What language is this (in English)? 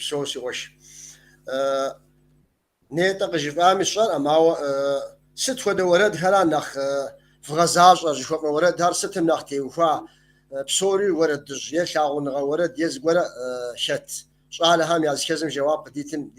Kabardian